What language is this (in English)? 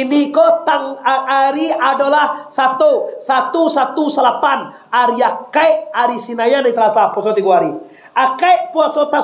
Minangkabau